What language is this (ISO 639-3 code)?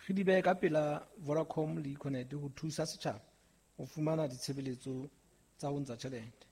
sot